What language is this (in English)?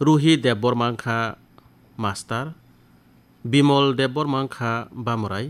Kok Borok